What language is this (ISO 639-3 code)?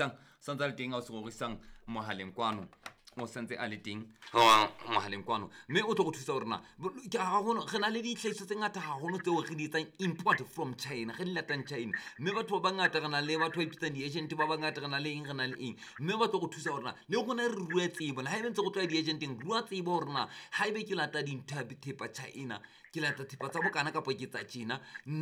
sot